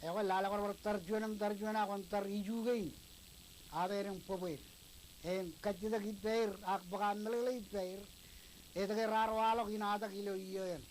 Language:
Marshallese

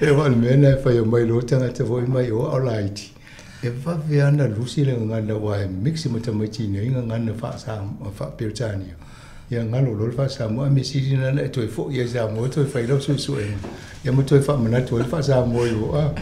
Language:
Samoan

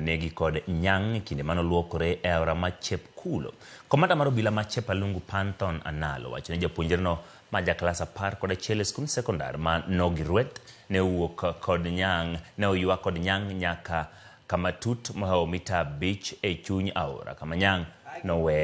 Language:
Luo (Kenya and Tanzania)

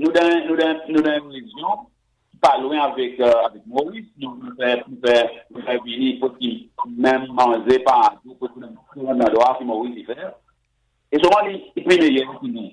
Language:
Seselwa Creole French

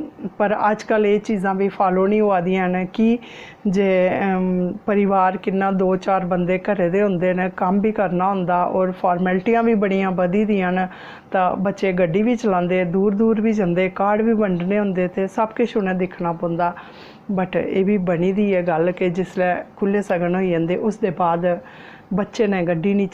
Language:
Dogri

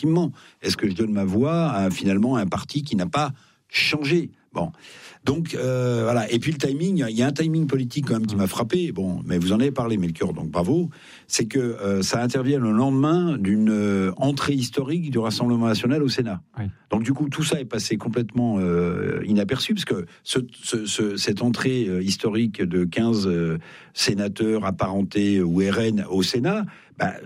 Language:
French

